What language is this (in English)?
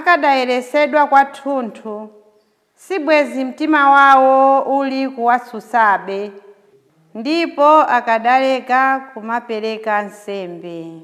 Nyanja